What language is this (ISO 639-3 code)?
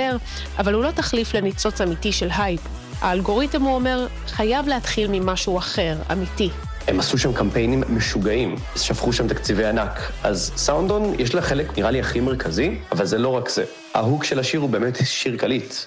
heb